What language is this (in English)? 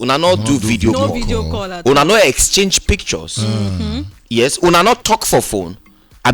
Nigerian Pidgin